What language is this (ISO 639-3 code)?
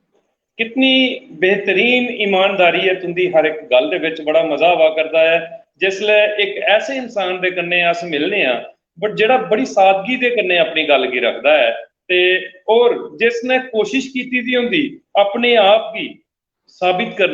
doi